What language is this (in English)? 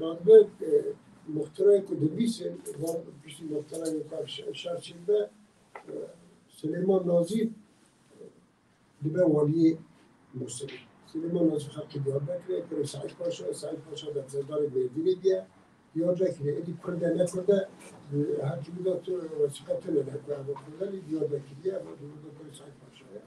Kurdish